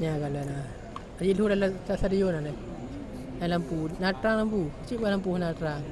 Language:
Achinese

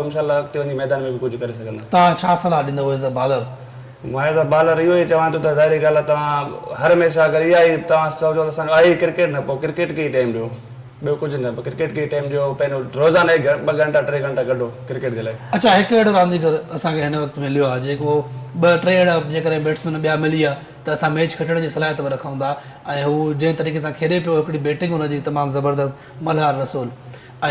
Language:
Sindhi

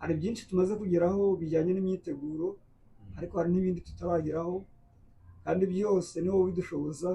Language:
Kinyarwanda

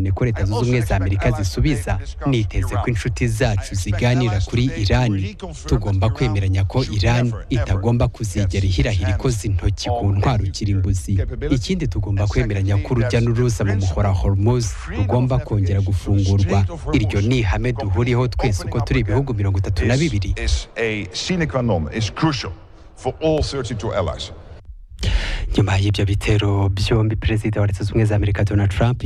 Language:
Kinyarwanda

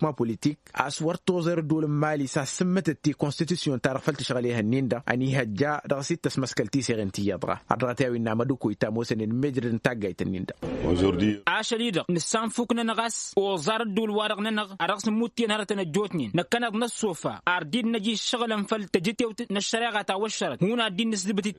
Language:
Tamasheq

